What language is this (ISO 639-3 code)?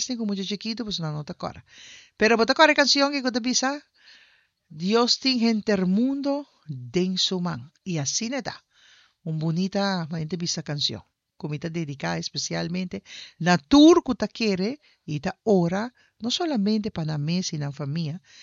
pap